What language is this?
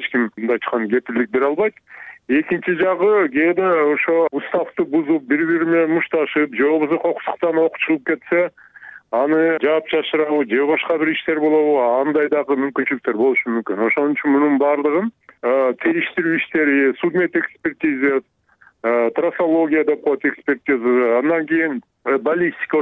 Kyrgyz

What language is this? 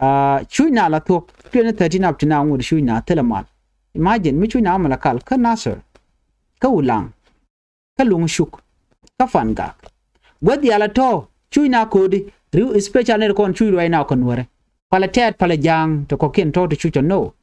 Nuer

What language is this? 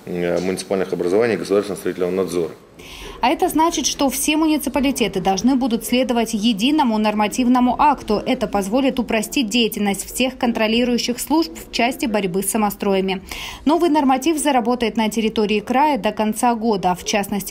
Russian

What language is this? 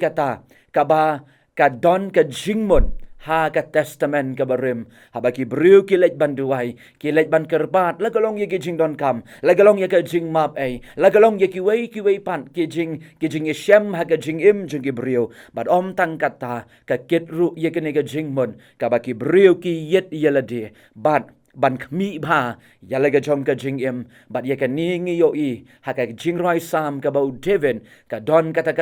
Khasi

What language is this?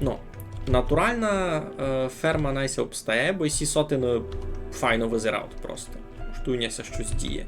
Rusyn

